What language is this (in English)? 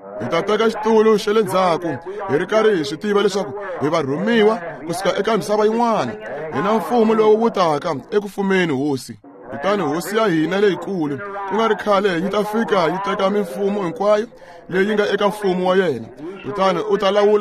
Tsonga